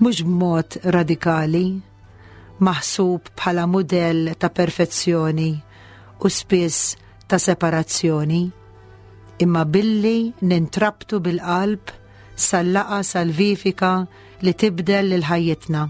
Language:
Maltese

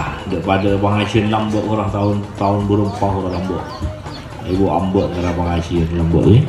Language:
Madurese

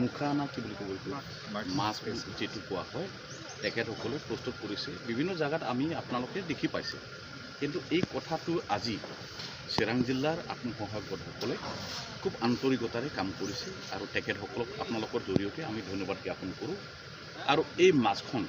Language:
Assamese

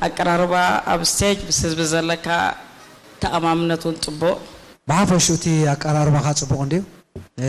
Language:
Tigrinya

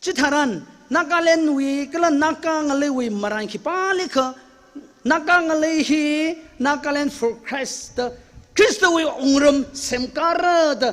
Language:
Tangkhul Naga (India)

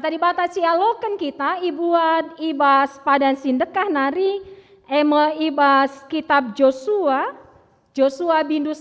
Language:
Batak Karo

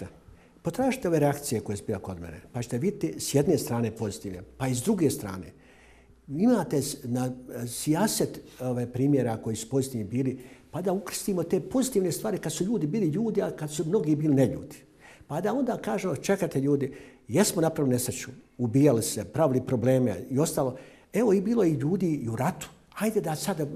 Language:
Bosnian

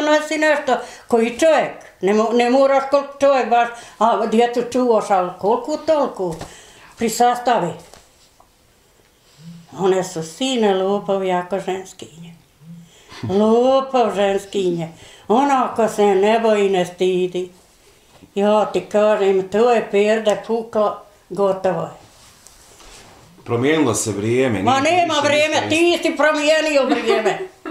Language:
Bosnian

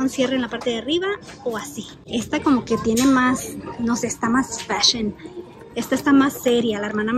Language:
Spanish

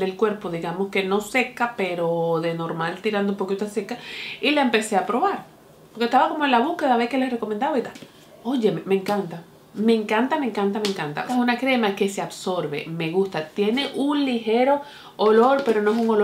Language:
Spanish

